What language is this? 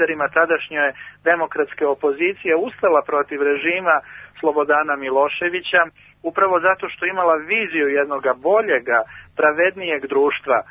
Serbian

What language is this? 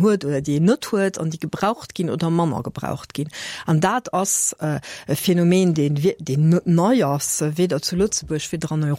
Luxembourgish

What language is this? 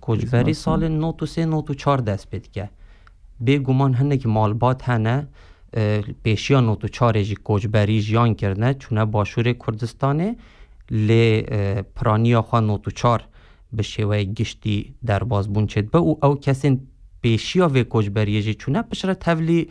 Kurdish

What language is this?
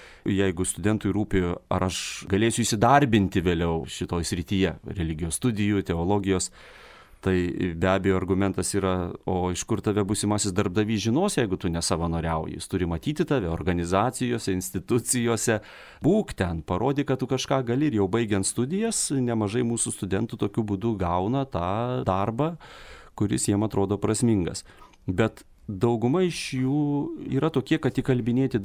Lithuanian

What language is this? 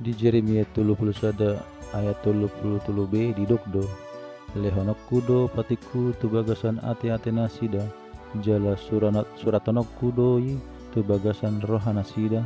Batak Toba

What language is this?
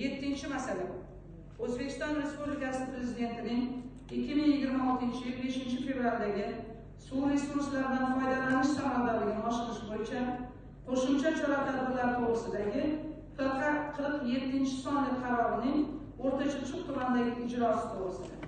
Uzbek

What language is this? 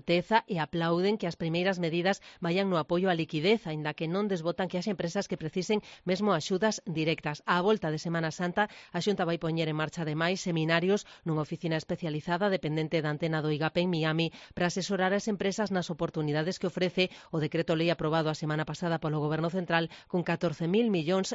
Galician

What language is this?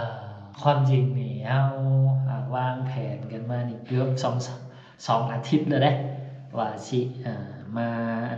Lao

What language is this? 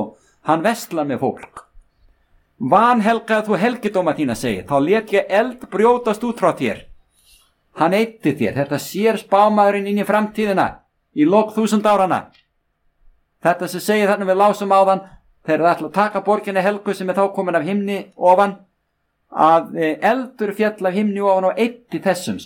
Icelandic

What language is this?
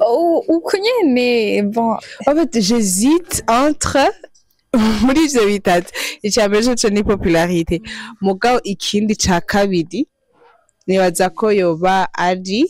Rundi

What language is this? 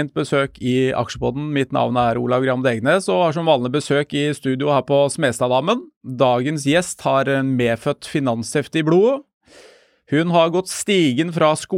Norwegian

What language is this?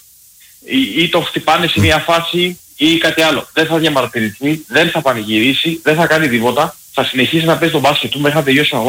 Greek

